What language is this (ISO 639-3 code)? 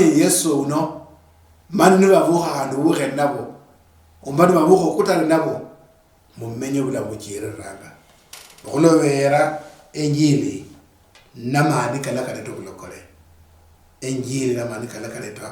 luy